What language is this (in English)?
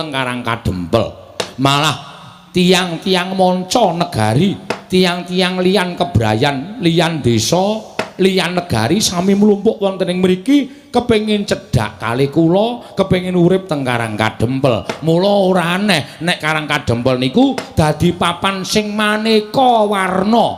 Javanese